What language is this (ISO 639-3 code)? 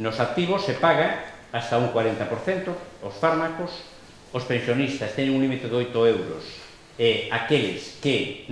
glg